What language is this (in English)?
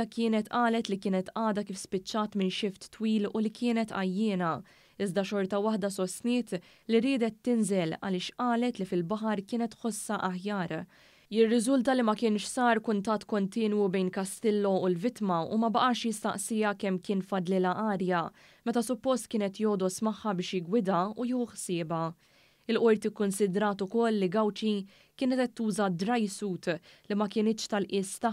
Maltese